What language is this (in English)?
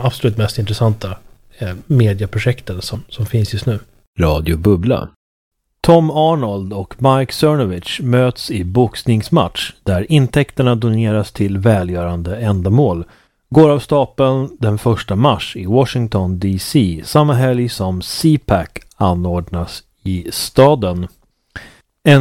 Swedish